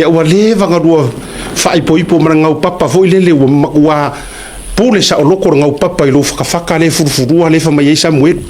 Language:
Samoan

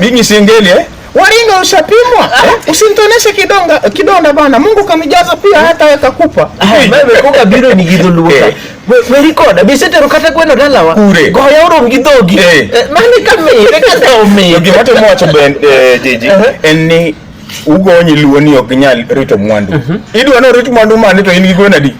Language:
Luo (Kenya and Tanzania)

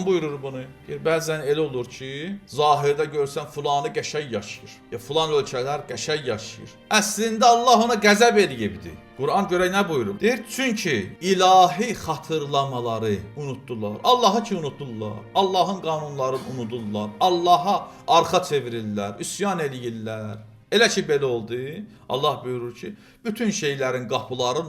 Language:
Azerbaijani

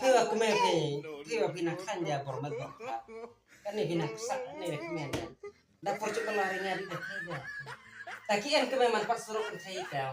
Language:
Khasi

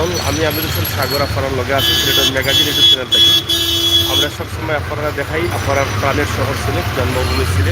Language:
Sylheti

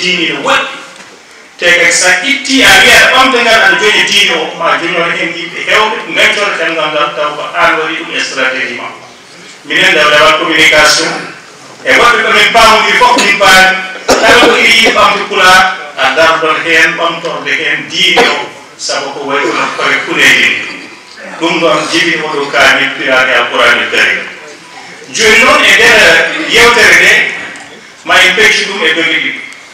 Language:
Fula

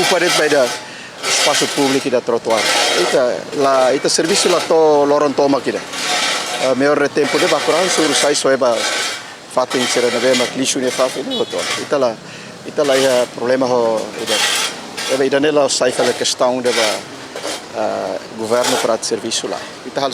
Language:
Tetum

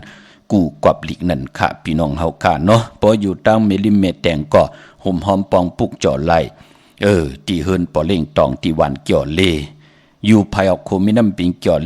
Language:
Shan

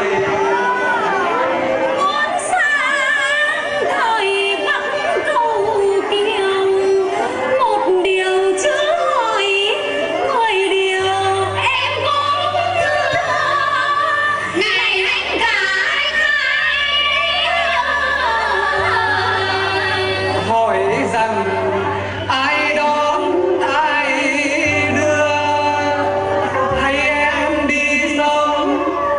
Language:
Vietnamese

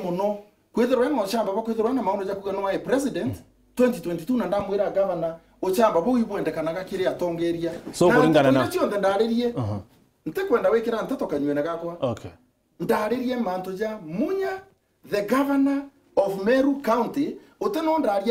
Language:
Meru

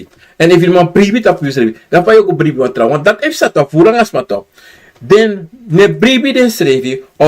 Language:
Sranan Tongo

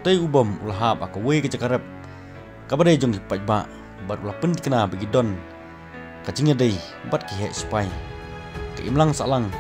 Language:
Khasi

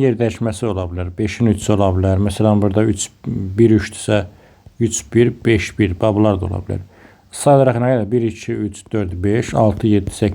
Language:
Azerbaijani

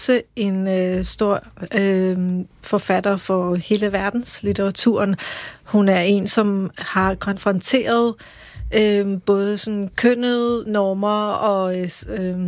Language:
Danish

